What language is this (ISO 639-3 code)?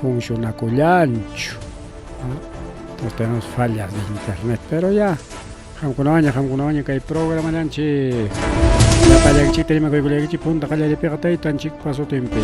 quy